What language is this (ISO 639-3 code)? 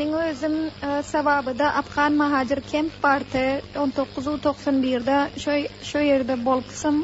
tuk